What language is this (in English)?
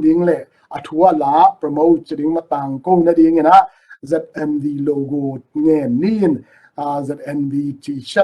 Tedim Chin